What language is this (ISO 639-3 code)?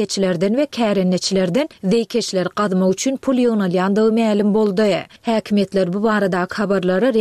tuk